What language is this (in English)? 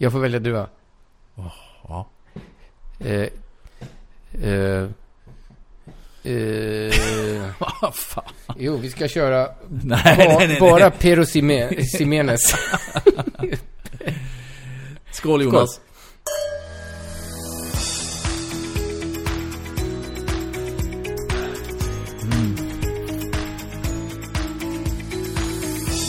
Swedish